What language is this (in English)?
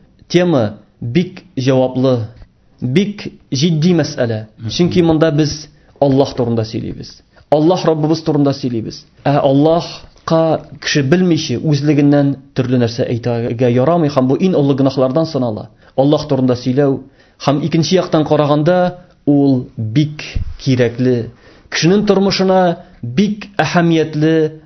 Tatar